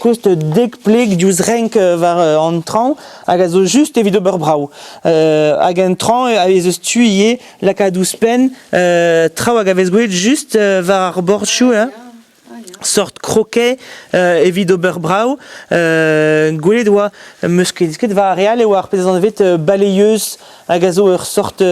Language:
Breton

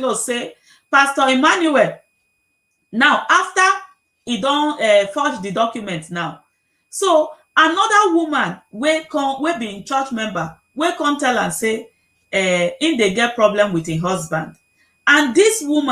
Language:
Nigerian Pidgin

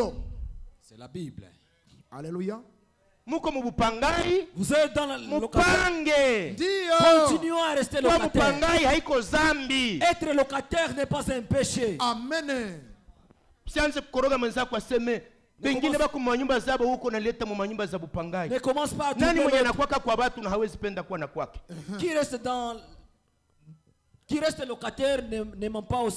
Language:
Swahili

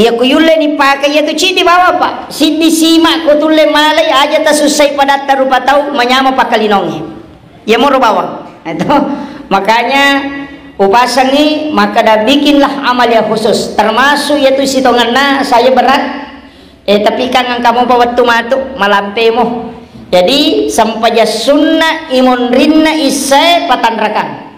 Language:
Buginese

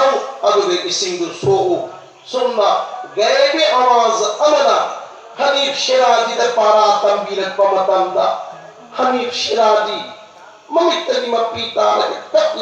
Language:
Manipuri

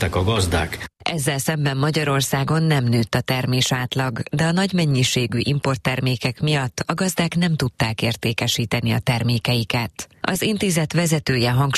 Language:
Hungarian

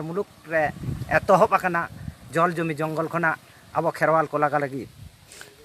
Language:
Santali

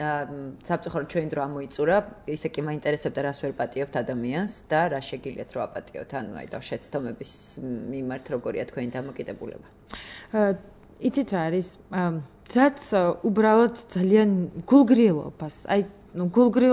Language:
Georgian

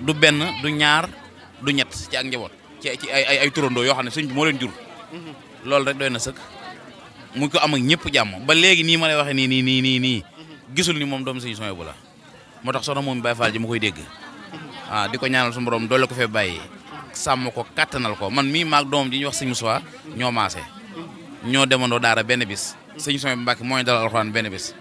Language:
Wolof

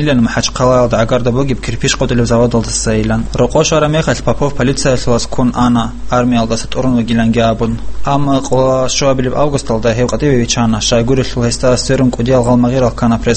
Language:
Avaric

